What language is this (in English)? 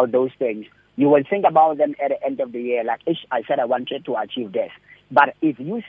English